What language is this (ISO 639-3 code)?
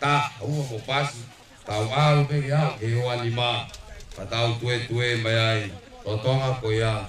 ton